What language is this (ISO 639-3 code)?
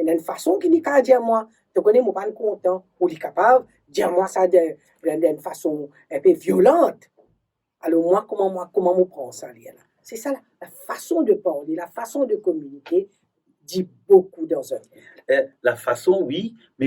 mfe